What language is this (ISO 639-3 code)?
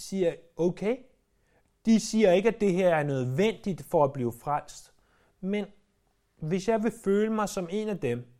dan